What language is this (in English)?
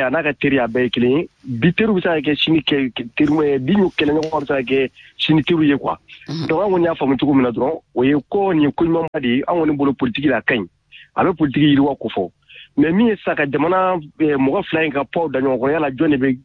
Bambara